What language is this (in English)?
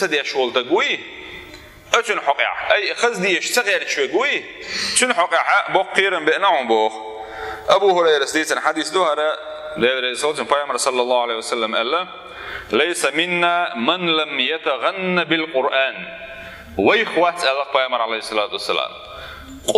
Chechen